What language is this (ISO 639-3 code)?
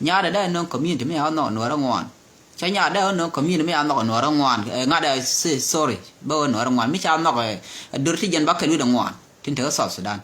nus